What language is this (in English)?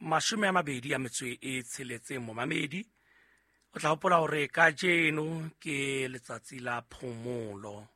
Southern Sotho